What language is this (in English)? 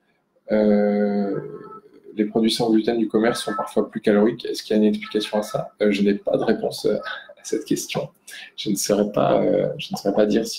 French